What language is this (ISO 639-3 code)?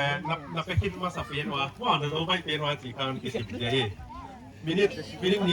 pck